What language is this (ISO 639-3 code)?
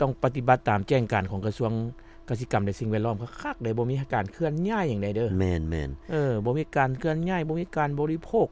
lao